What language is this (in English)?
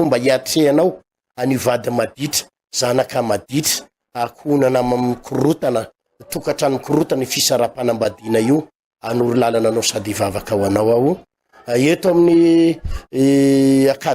Malagasy